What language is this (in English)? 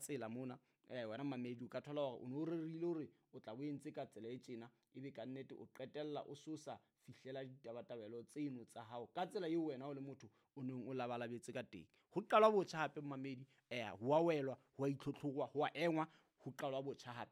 Southern Sotho